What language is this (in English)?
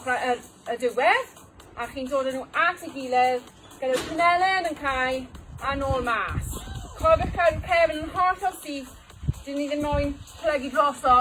Welsh